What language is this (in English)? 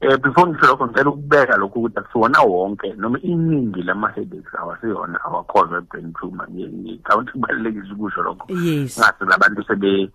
Zulu